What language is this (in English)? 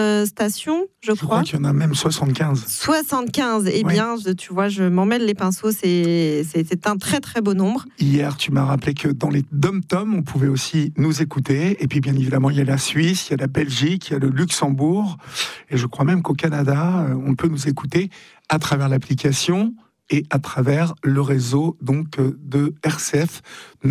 French